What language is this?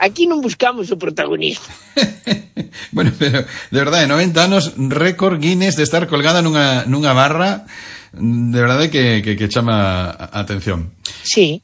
Galician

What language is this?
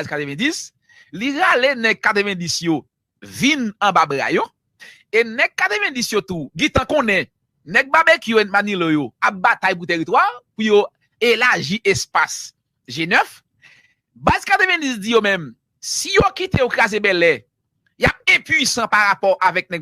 Haitian Creole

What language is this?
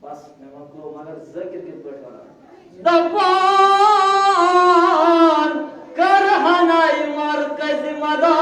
Kashmiri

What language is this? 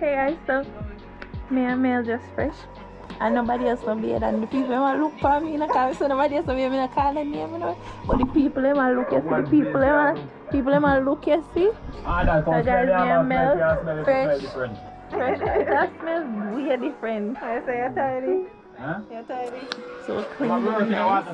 Jamaican Creole English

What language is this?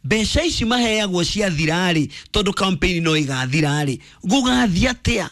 Kikuyu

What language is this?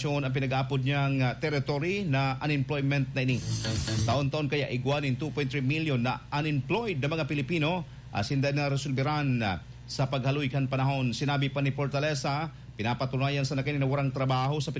Bikol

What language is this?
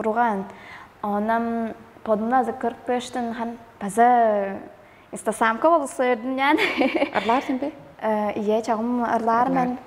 Tuvinian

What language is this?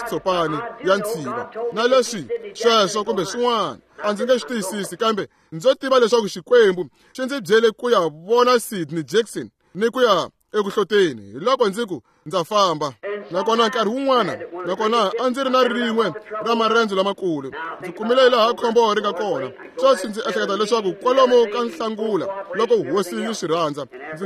Tsonga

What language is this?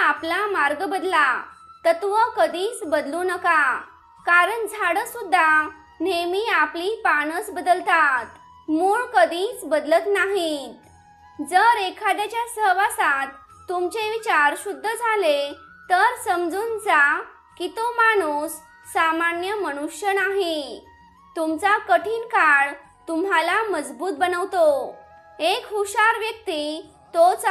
Marathi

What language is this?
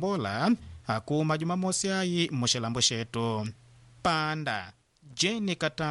Makonde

